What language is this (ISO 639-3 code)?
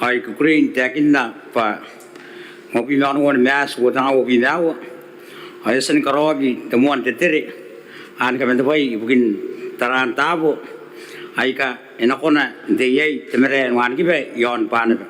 gil